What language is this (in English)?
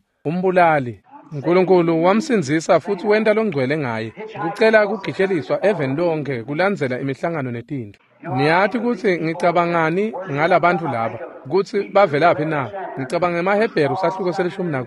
Swati